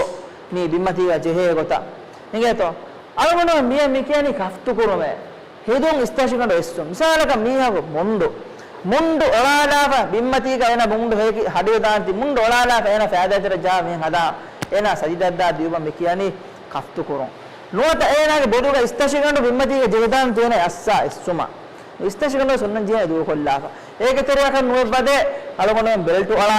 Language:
Divehi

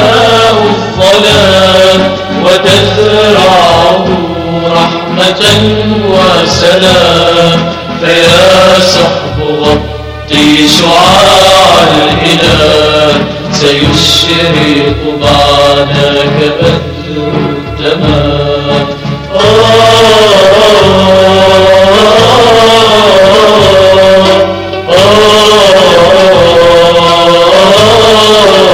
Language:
Arabic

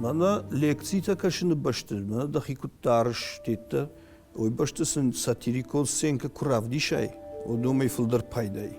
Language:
Ossetic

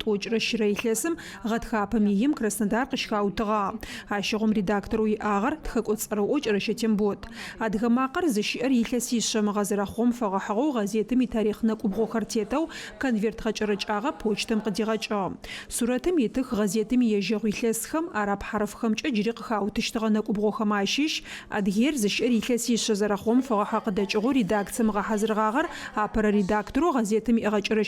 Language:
Adyghe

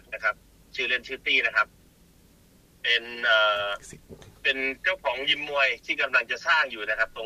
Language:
Thai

